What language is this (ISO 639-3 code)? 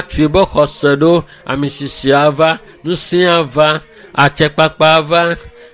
ewe